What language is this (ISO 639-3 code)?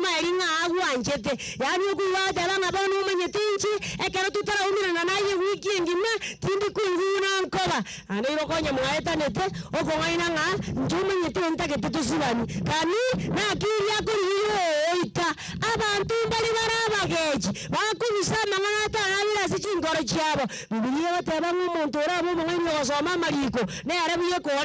guz